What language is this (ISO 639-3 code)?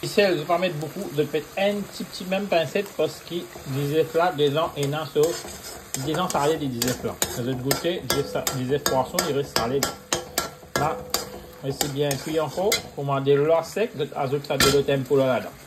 mfe